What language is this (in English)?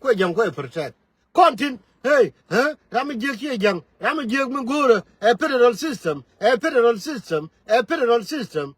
Nuer